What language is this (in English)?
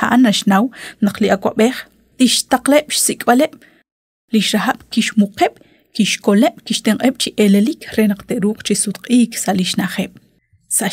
Kekchí